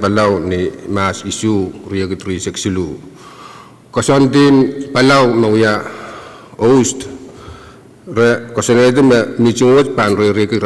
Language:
Pohnpeian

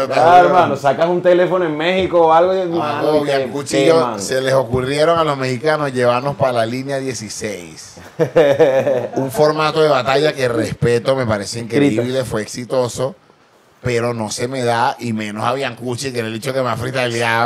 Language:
Spanish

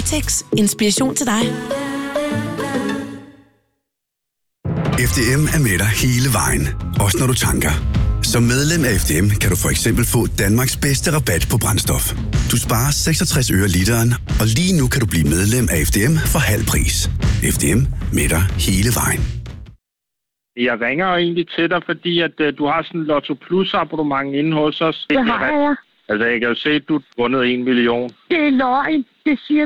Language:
Danish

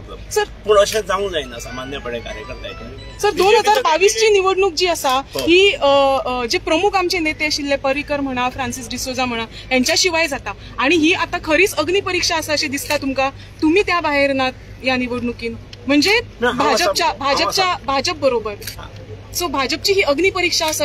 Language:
Konkani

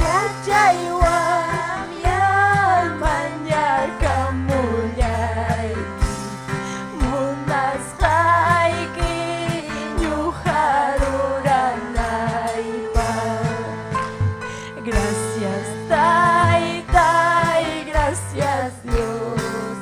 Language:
Ayacucho Quechua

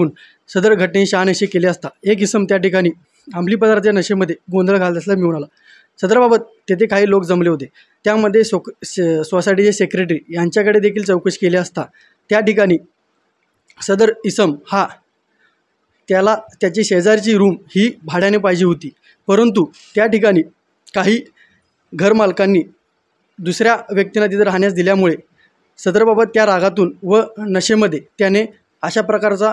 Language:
Marathi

